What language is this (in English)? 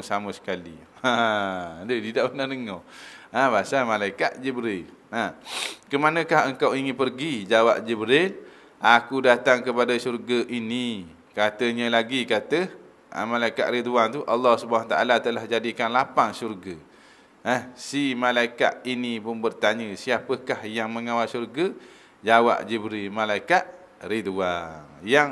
Malay